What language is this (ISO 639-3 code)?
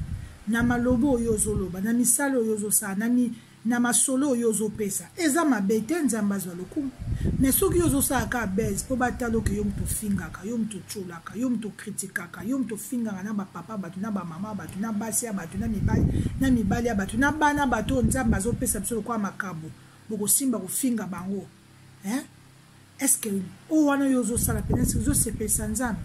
lin